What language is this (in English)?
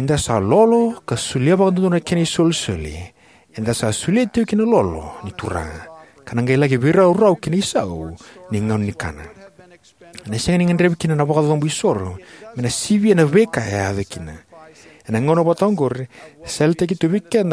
Fijian